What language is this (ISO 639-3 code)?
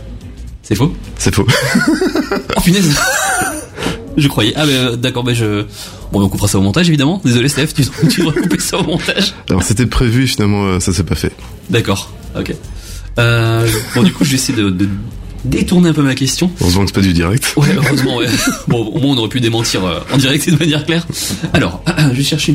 fra